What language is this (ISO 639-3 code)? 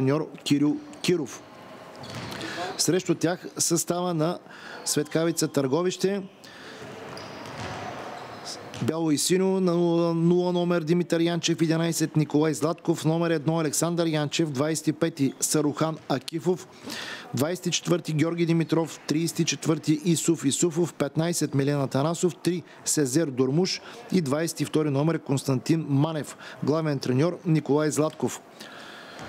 bul